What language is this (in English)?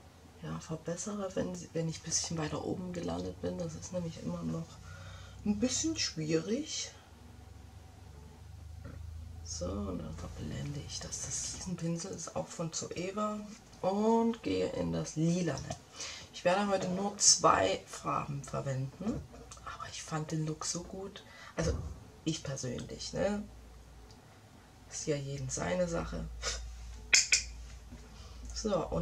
German